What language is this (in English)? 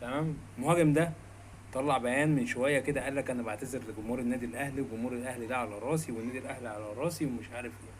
Egyptian Arabic